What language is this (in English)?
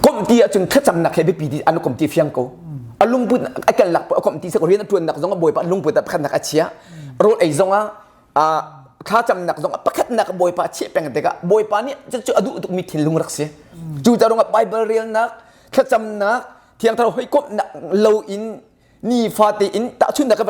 Hakha Chin